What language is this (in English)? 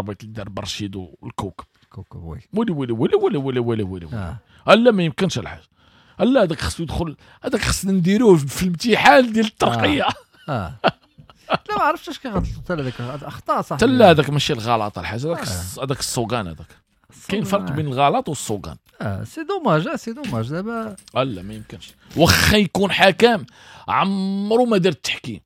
Moroccan Arabic